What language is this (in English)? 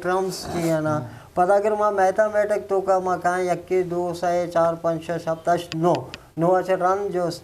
Eastern Balochi